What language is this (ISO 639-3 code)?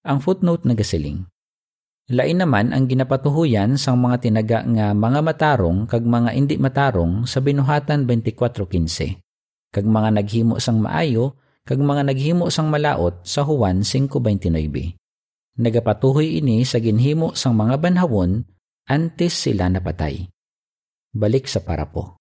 hil